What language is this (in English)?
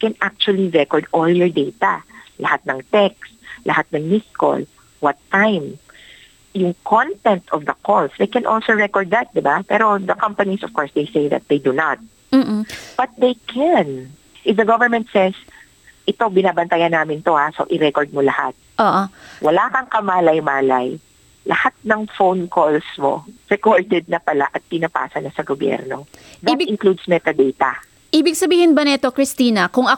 Filipino